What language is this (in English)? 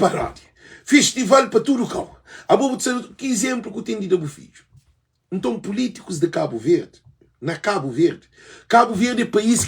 Kabuverdianu